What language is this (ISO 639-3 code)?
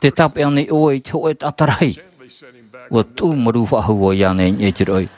tah